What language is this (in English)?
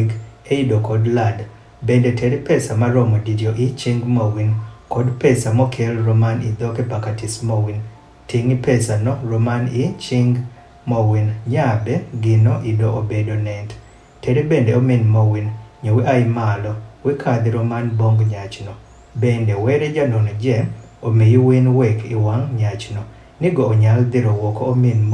Adhola